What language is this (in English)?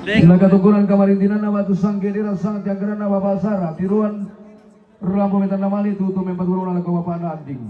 Toraja-Sa'dan